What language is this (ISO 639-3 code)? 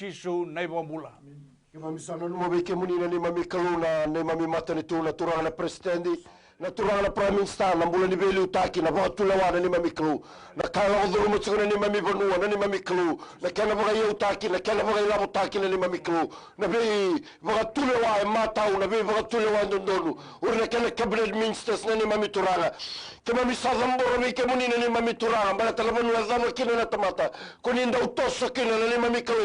fij